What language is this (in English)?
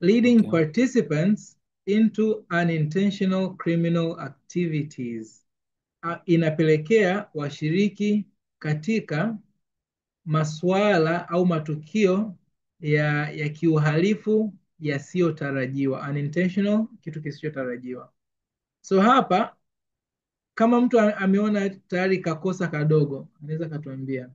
Swahili